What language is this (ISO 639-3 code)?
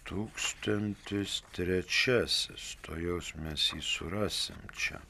lit